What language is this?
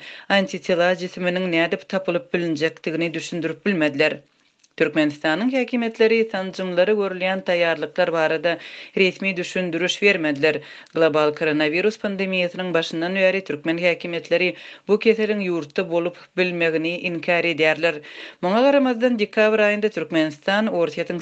Turkmen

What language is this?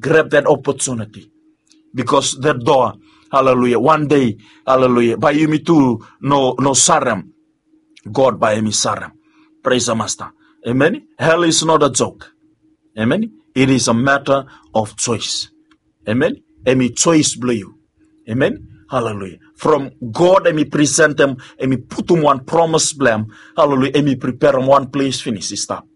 Bislama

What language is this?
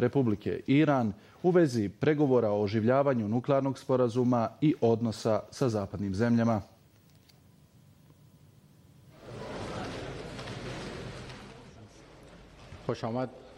Bosnian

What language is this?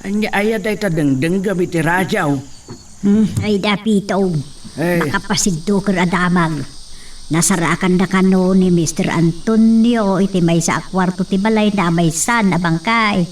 Iloko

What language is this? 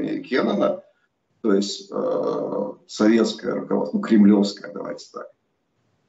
Russian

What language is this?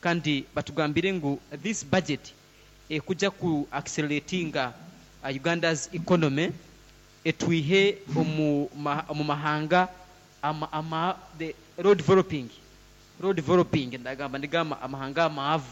Nyankole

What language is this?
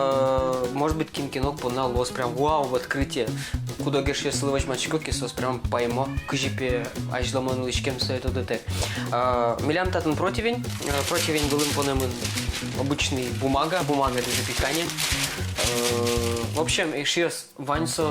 Udmurt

